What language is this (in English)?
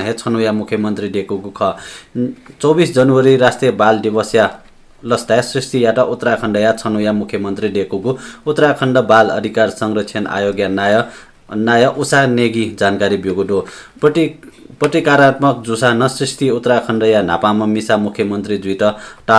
Newari